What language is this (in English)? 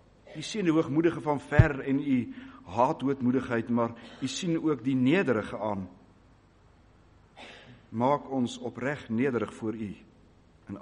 Afrikaans